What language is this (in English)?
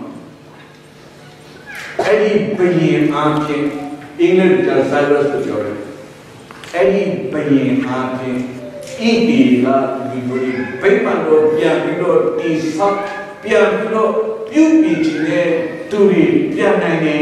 Burmese